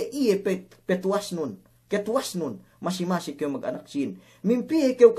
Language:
Yakan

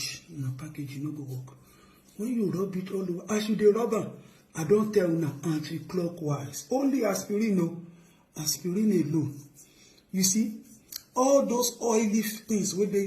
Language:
Nigerian Pidgin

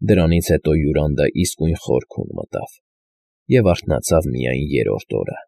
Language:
Armenian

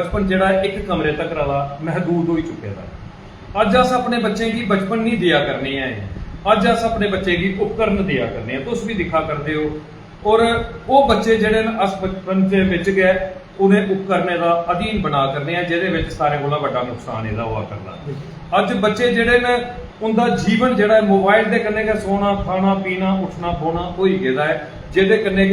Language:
Dogri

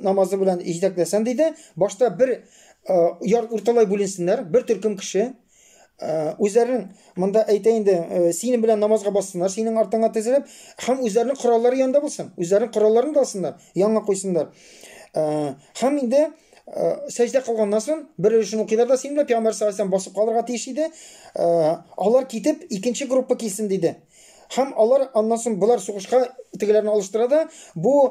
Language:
Tatar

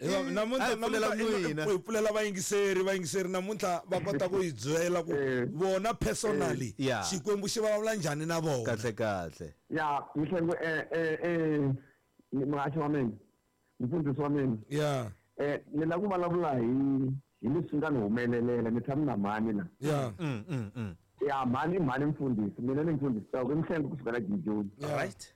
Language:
Tsonga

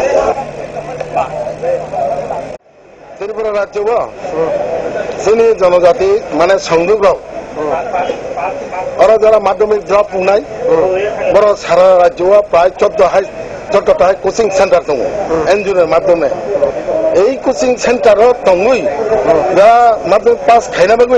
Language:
Bangla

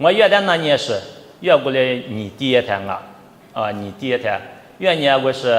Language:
Lisu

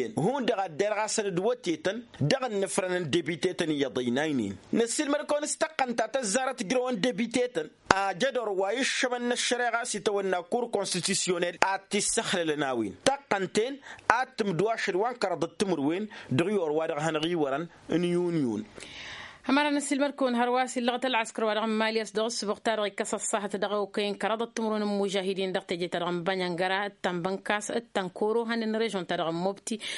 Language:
Tamasheq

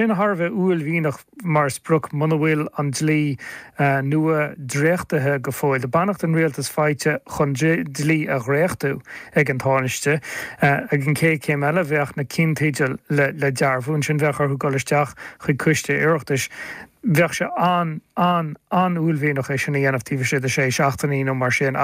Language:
Irish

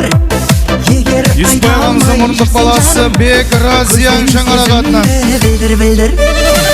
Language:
Kara-Kalpak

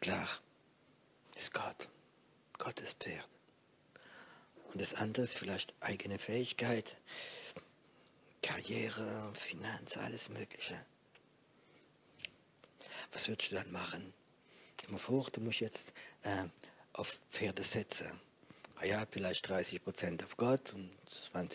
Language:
German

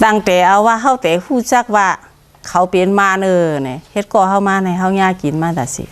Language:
Shan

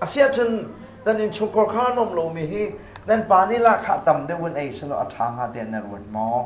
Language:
Hakha Chin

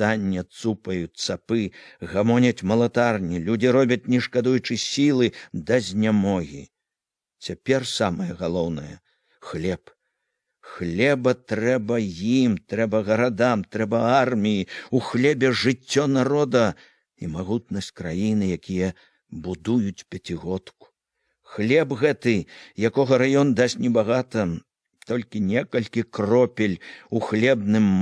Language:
Belarusian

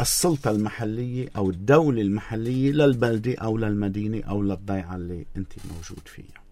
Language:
North Levantine Arabic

